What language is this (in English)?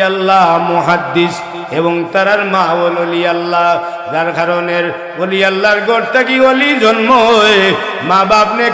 Sylheti